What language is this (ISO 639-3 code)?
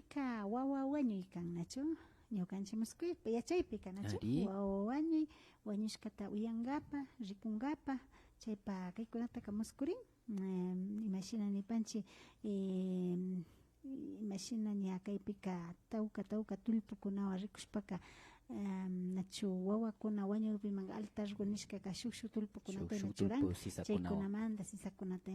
qvi